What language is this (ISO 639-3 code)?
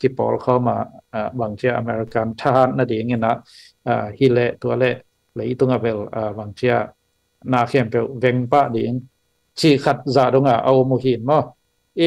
ctd